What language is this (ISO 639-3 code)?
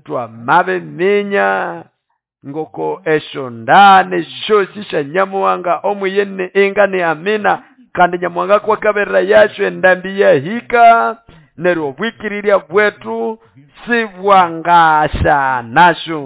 nnb